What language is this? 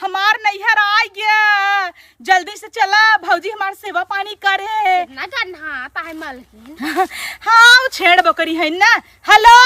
Awadhi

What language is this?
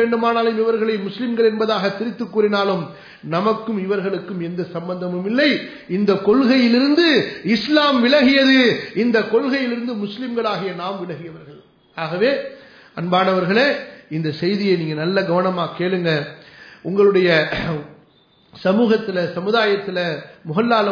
Tamil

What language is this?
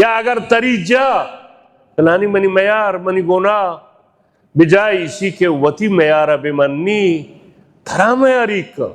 Baluchi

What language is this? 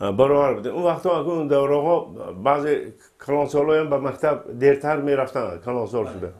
Tajik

